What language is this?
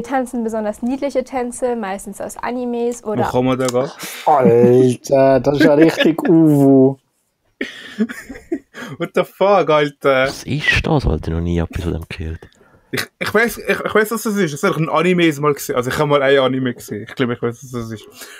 Swiss German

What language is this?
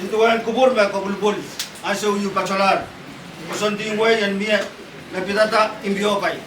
Pohnpeian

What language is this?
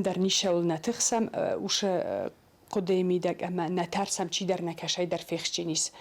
Ossetic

